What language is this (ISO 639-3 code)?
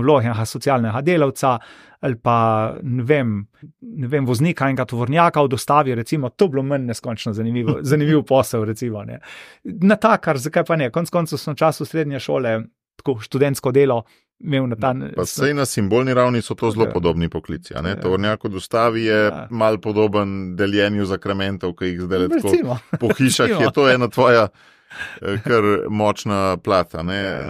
slv